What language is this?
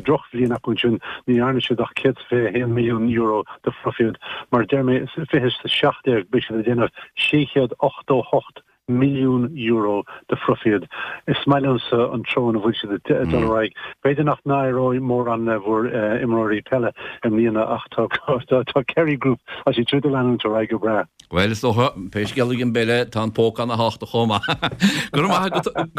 Irish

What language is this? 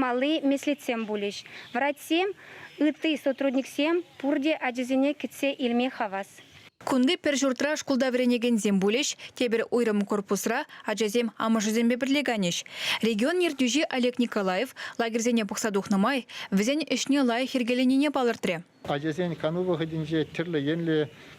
Chuvash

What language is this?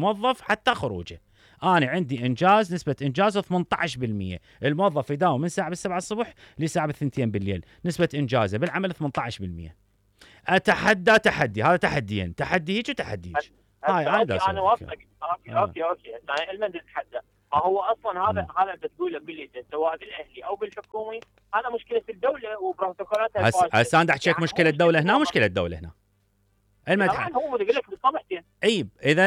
Mesopotamian Arabic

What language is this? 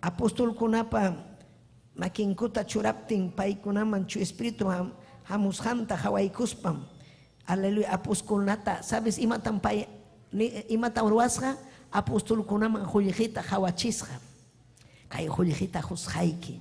Ayacucho Quechua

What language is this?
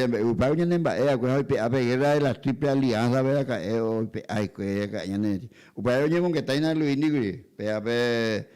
Guarani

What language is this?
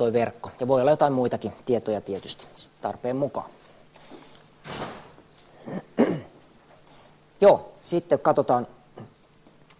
Finnish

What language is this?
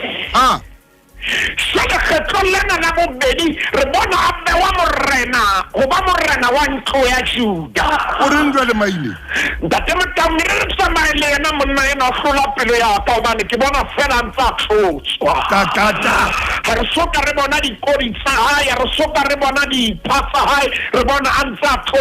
Southern Sotho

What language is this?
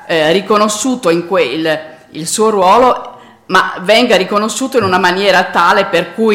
Italian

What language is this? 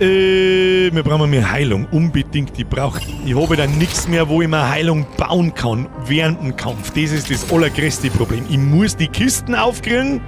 Bavarian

